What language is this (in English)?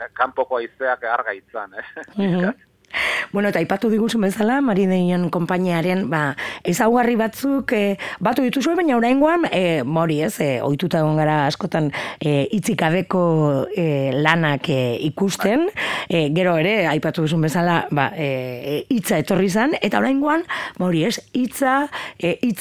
Basque